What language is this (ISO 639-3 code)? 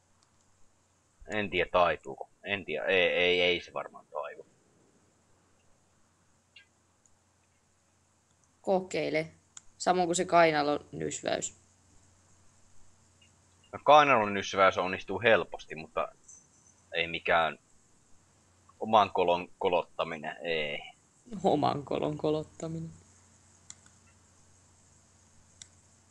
fin